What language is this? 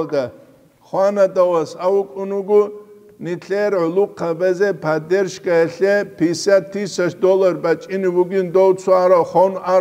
Avaric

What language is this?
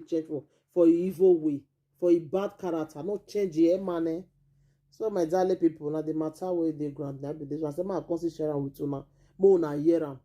Nigerian Pidgin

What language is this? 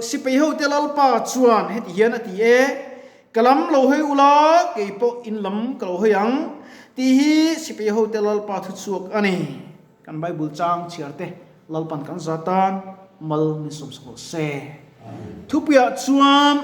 Mizo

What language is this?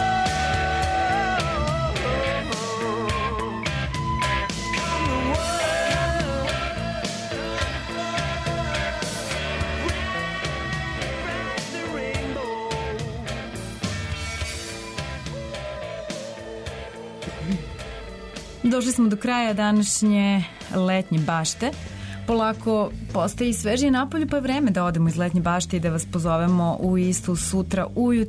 Serbian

